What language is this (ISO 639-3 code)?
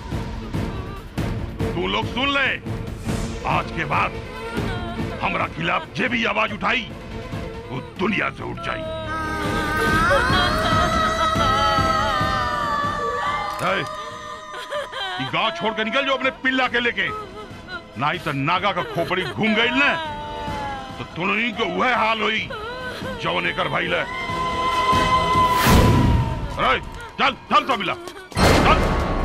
bho